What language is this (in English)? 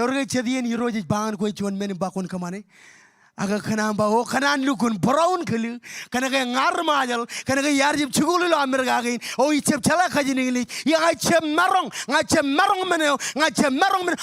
Marshallese